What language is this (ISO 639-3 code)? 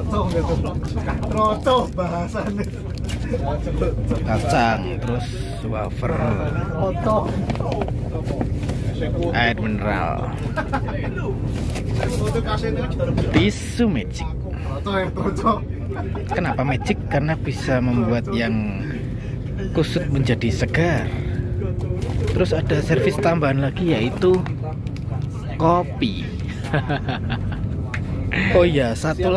ind